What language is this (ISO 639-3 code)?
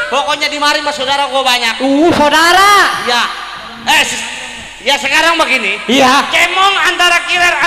bew